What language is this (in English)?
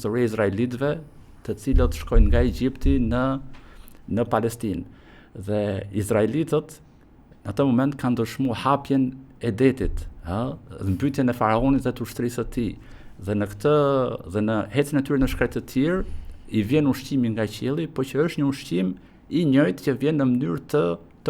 Albanian